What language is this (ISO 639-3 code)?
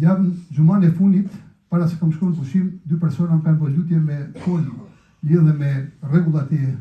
sqi